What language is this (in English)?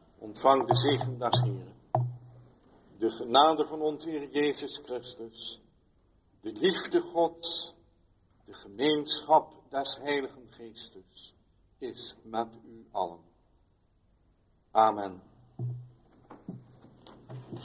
Dutch